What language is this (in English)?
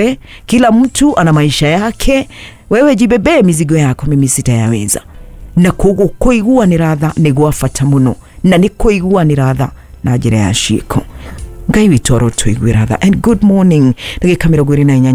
Kikuyu